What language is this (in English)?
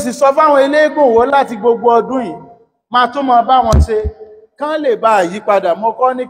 Yoruba